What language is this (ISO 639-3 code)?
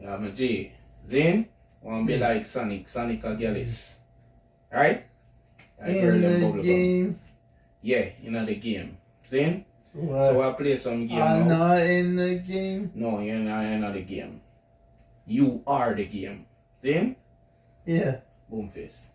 jam